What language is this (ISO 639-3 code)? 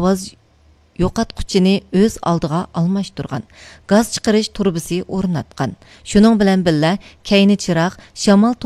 uig